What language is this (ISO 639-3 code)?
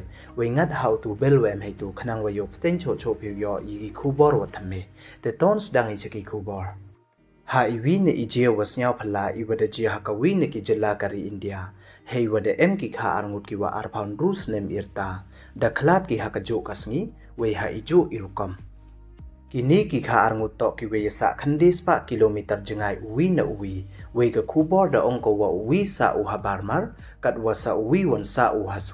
pbv